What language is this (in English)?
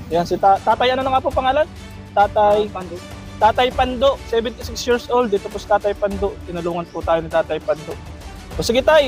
Filipino